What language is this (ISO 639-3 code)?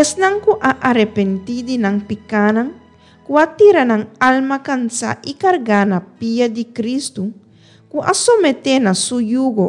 pap